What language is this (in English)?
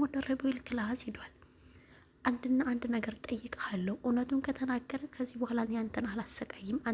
Amharic